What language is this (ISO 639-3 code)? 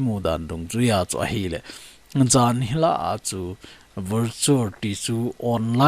tcz